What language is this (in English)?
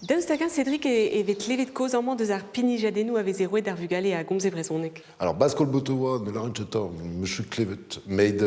Breton